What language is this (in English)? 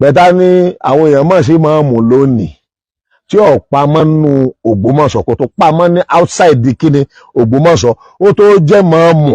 Yoruba